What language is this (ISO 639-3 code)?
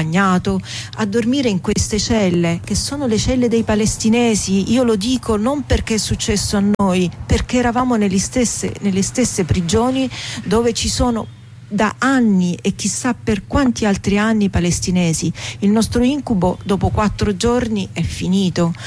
ita